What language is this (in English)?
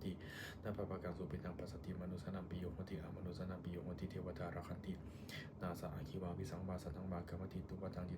Pali